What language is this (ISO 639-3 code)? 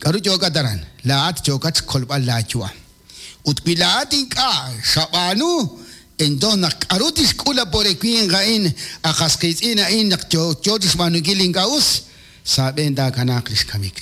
kek